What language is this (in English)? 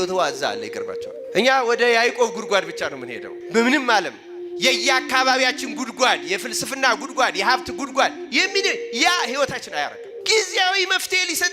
Amharic